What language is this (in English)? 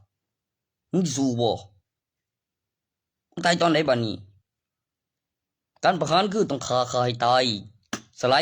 Northeastern Thai